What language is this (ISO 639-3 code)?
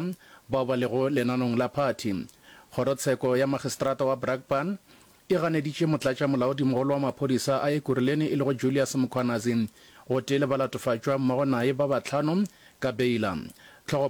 nso